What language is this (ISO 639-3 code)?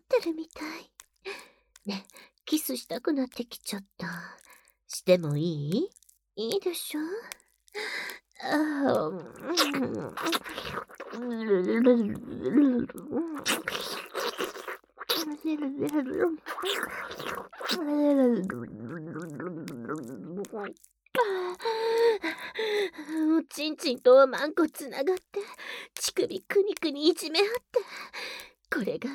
jpn